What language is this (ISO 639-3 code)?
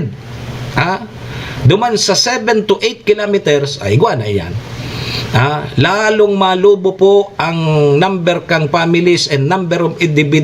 bik